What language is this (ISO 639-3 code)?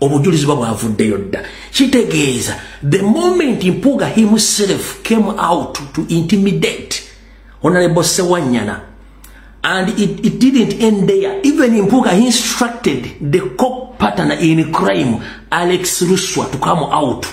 lug